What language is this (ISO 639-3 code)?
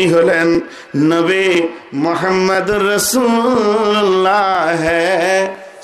ben